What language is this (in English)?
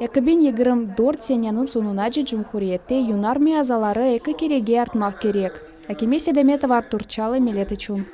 Crimean Tatar